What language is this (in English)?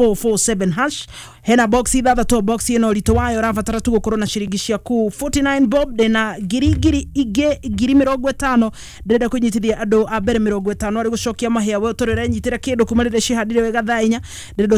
Kikuyu